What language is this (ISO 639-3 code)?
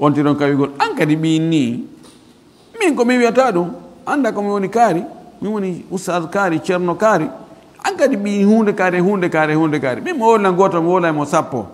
ful